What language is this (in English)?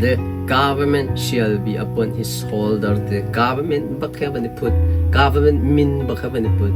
Hakha Chin